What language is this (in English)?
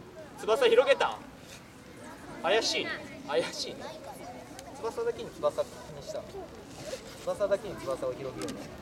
Japanese